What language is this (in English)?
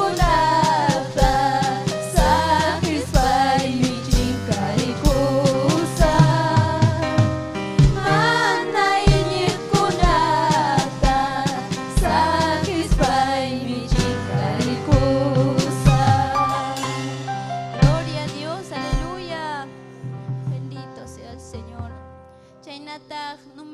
Ayacucho Quechua